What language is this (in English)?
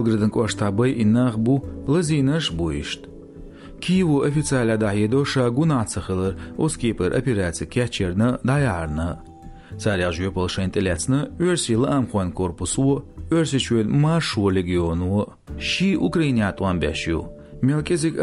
Chechen